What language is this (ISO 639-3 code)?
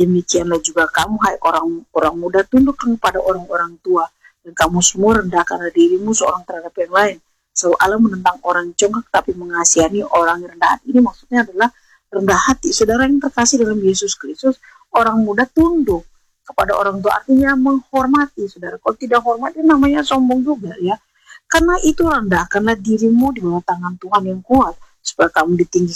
ind